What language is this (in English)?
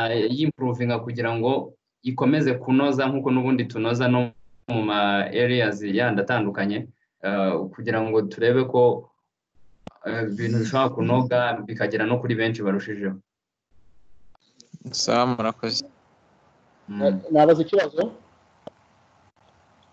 Kinyarwanda